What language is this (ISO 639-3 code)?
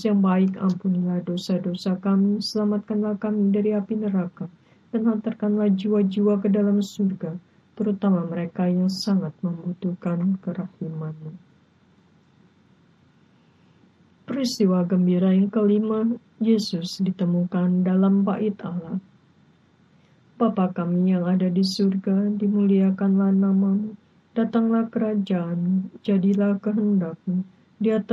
ind